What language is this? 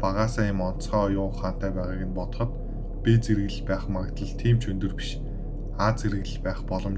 Mongolian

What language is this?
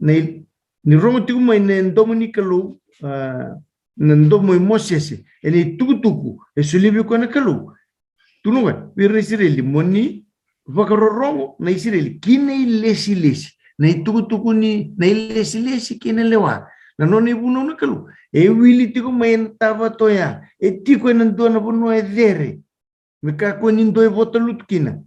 Fijian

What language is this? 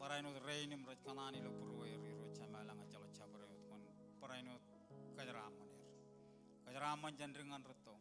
Marshallese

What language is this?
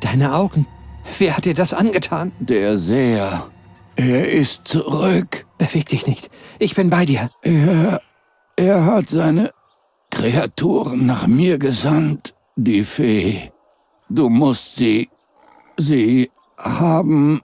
Bavarian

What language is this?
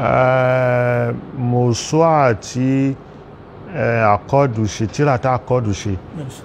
Yoruba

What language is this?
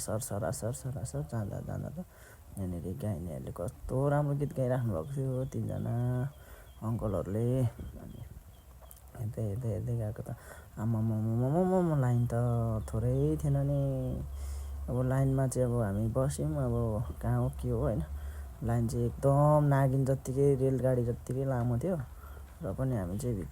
Nepali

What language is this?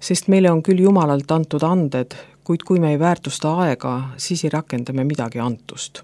Estonian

